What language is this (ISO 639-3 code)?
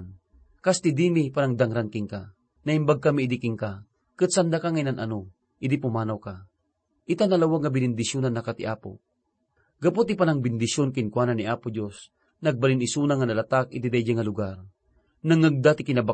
ilo